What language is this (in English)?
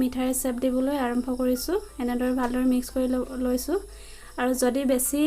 Assamese